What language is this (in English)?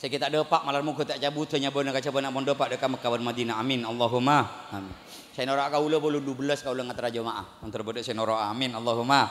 Madurese